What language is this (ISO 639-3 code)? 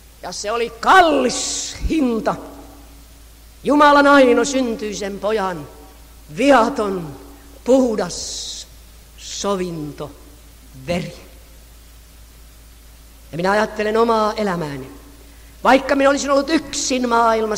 fin